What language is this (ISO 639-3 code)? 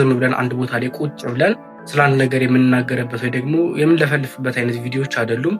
amh